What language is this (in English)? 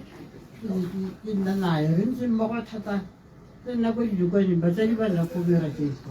Tswana